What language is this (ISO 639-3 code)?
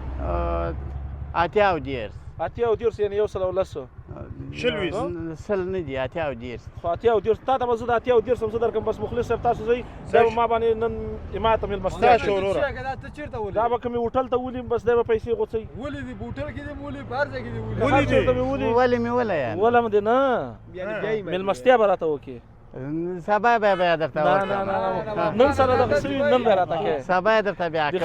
pus